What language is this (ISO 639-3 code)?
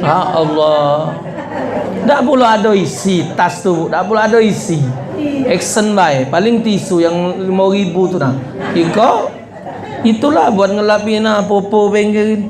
mui